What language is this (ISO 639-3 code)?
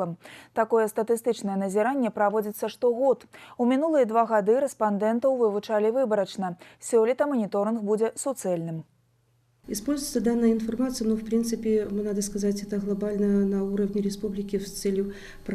bel